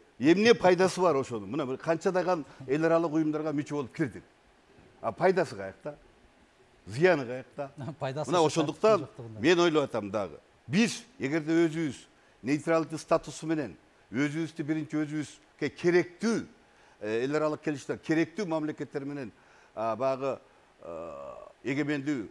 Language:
Kyrgyz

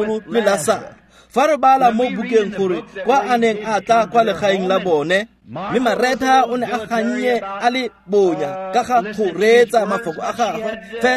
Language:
Tswana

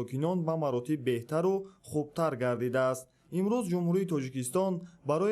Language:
Tajik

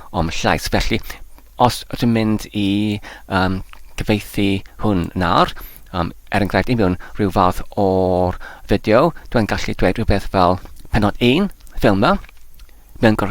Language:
Welsh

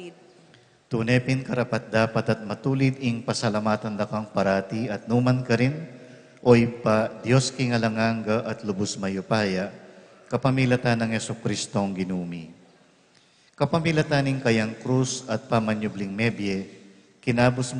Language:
Pampanga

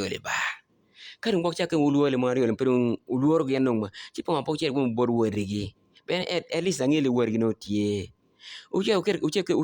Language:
Acoli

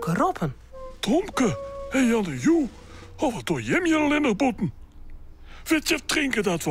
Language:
Western Frisian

